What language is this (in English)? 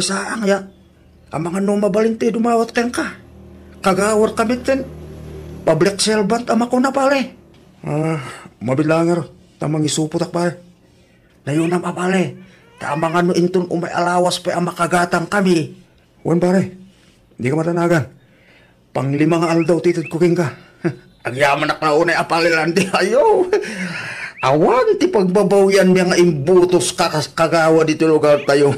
Iloko